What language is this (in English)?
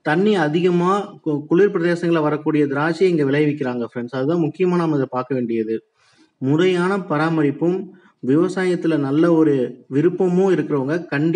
Tamil